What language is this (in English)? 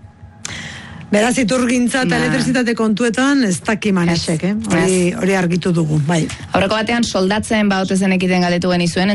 Basque